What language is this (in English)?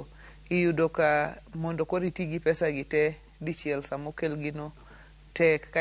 Luo (Kenya and Tanzania)